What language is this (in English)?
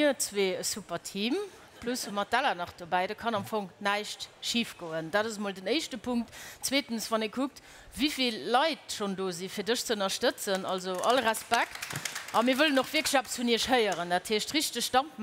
Luxembourgish